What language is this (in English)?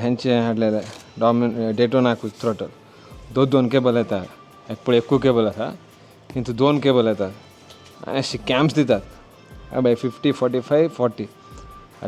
Konkani